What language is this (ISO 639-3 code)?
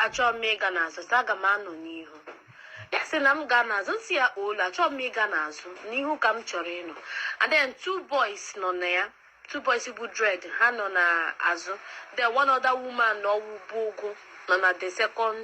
ibo